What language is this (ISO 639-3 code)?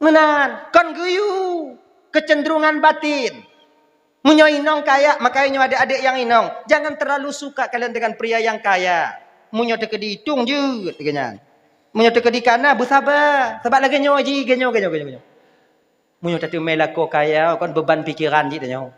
ace